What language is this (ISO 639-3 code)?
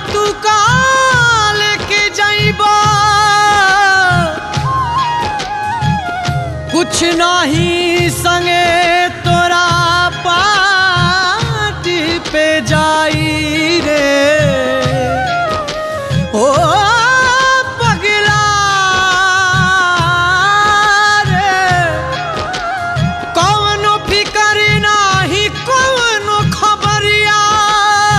bho